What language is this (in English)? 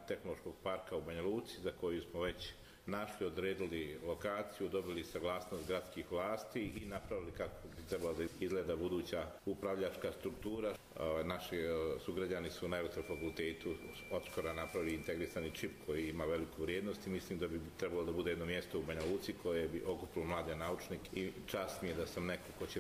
Croatian